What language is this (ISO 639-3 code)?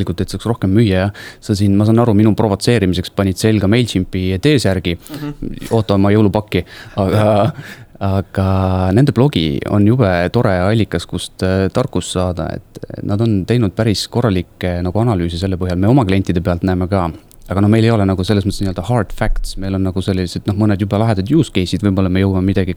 est